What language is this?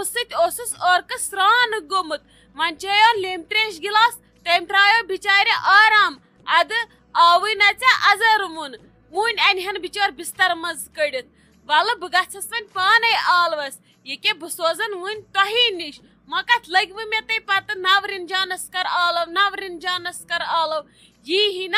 Kashmiri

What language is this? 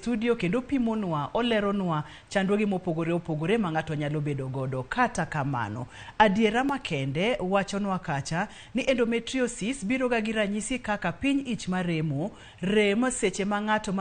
Luo (Kenya and Tanzania)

